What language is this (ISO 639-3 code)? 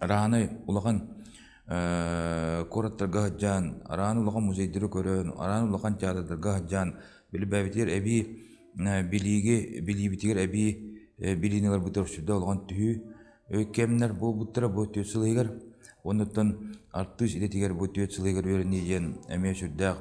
sah